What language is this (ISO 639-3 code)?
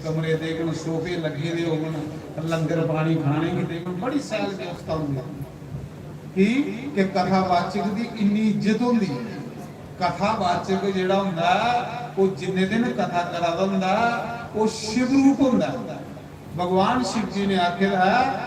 doi